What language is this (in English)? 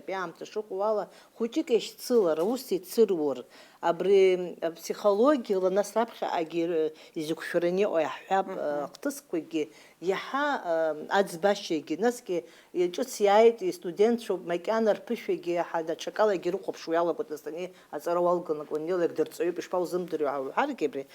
Abkhazian